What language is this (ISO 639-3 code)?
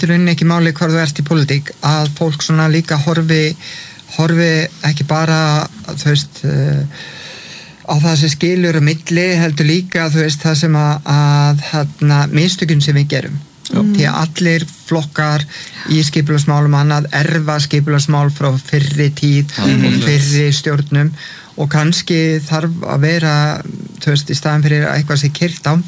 isl